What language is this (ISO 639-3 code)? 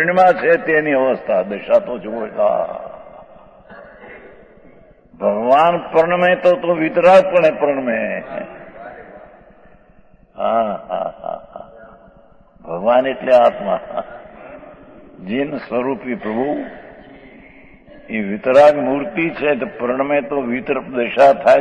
guj